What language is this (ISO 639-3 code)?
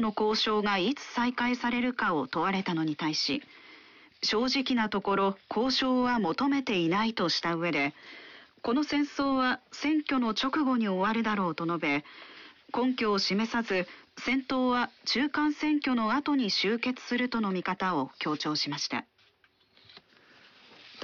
jpn